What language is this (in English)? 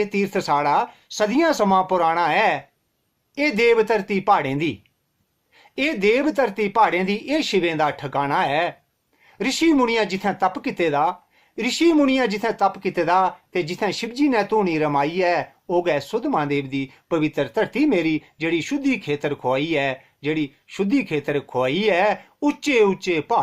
Dogri